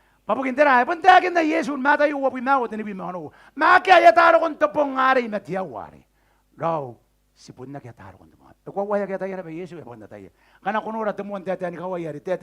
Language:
Gilbertese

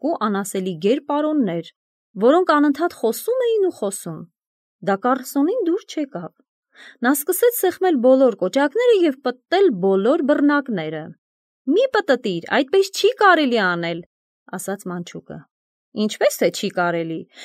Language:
Armenian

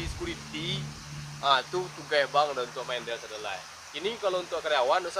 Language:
Minangkabau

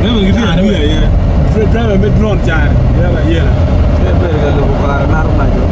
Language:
Acoli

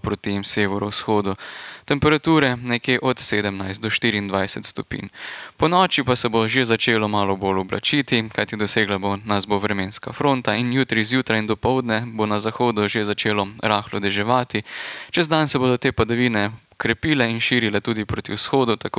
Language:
Slovenian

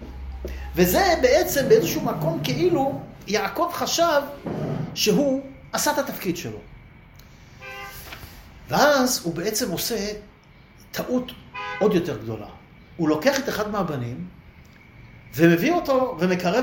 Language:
Hebrew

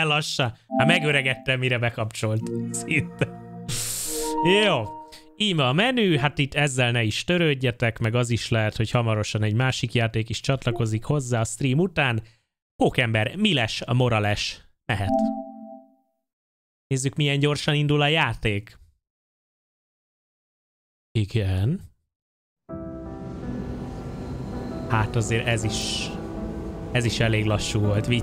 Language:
Hungarian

